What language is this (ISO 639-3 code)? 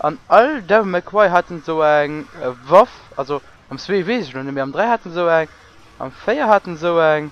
ltz